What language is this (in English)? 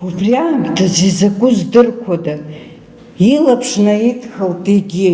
Abkhazian